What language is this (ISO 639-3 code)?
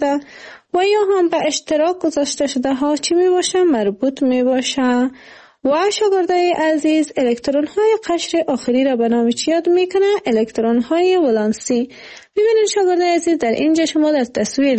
fas